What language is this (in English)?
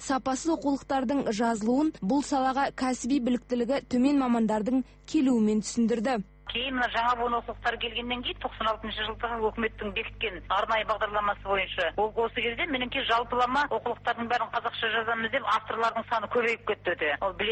Kazakh